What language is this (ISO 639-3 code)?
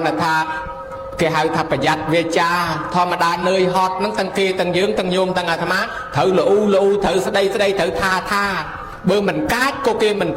khm